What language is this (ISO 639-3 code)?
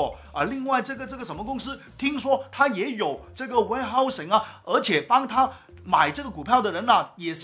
zho